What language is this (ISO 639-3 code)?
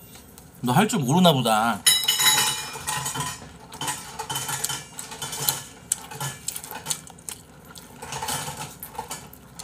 kor